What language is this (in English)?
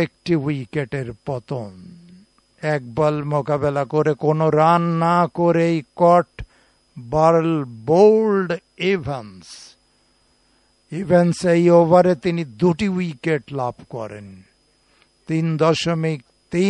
Bangla